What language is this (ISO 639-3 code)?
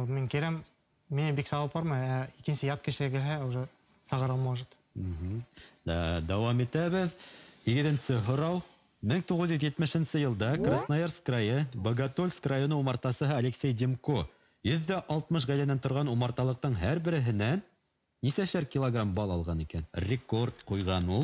bak